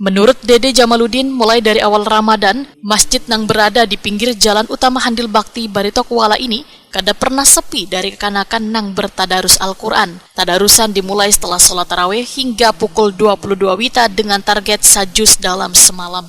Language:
Banjar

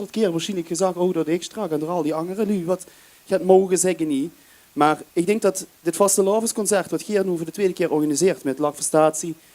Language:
Limburgish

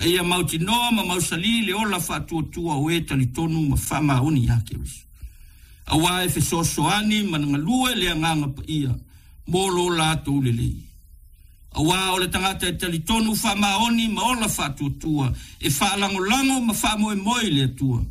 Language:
Samoan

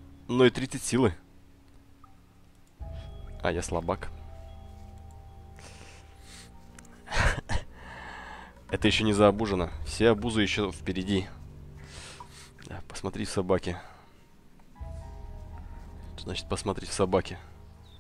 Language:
Russian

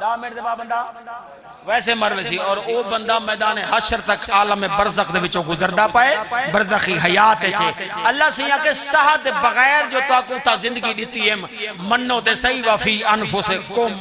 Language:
Saraiki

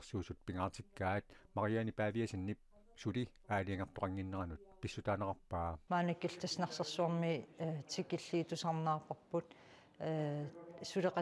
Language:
Kalaallisut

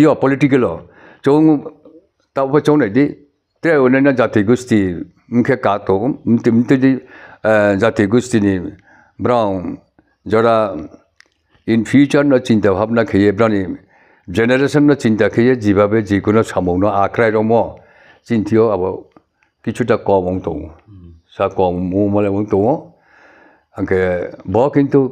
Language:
Riang (India)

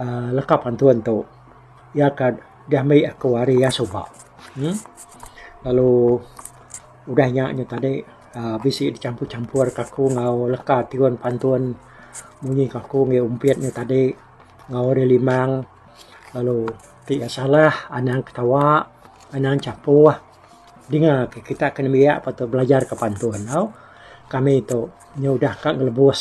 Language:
Iban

